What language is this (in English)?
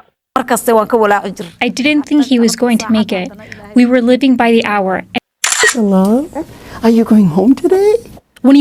Somali